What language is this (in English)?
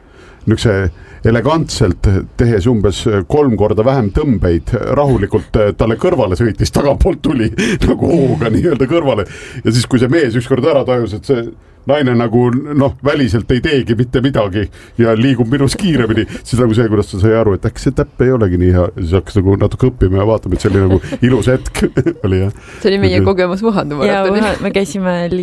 Estonian